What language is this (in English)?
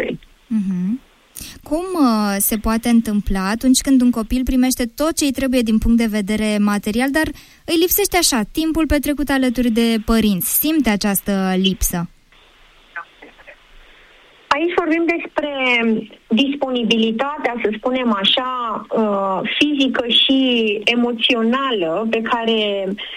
Romanian